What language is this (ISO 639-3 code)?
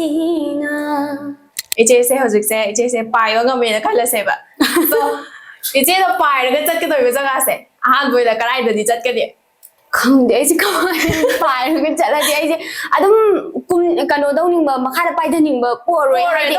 mni